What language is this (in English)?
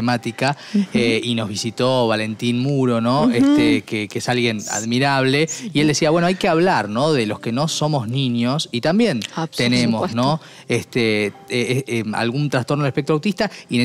Spanish